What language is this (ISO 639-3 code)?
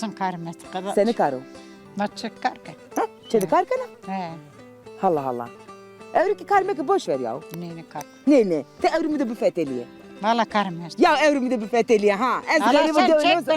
zza